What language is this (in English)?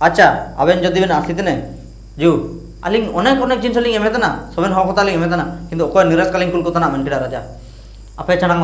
Ho